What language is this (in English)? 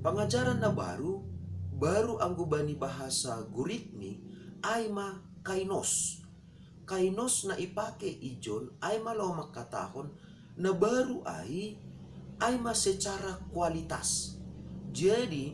Batak Simalungun